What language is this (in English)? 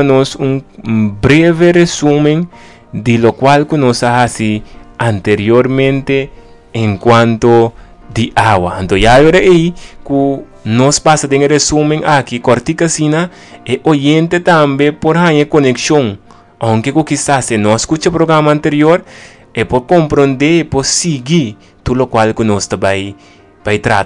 Papiamento